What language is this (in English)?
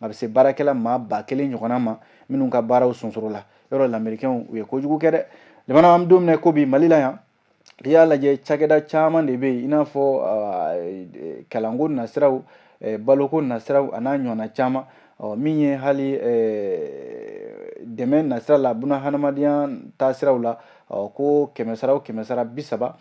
Bambara